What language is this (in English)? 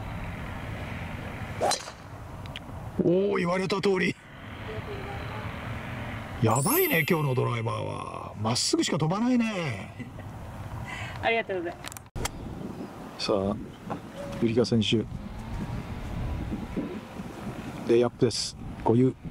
Japanese